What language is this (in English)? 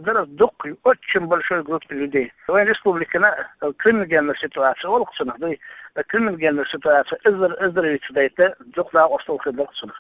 Chechen